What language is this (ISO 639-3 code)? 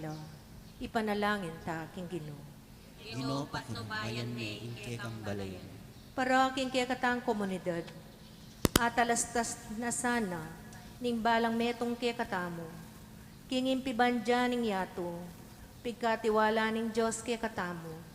pam